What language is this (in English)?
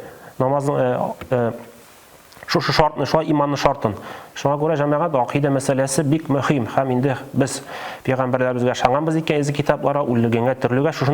Tatar